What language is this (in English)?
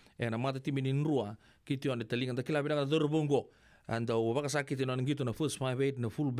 Fijian